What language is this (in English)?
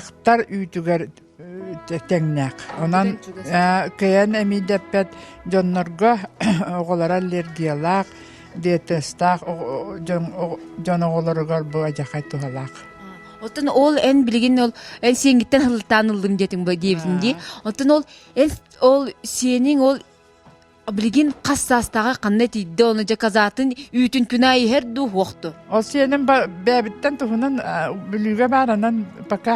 Yakut